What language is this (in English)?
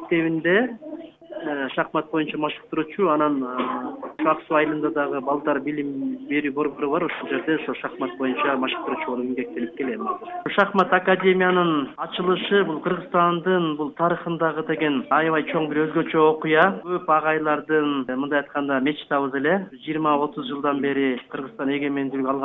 Kyrgyz